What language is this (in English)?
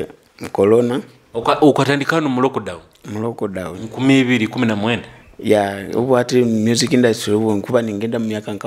Nyoro